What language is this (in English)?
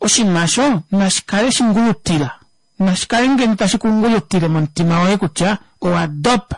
Kuanyama